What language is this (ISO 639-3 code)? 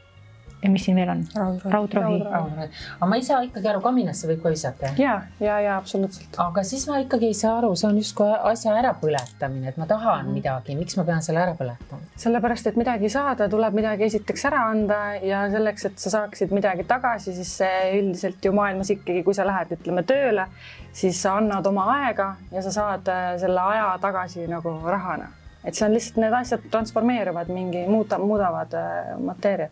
est